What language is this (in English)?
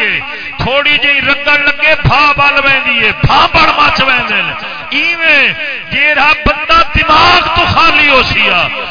Saraiki